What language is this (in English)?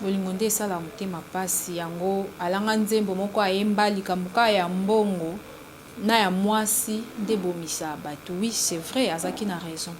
Lingala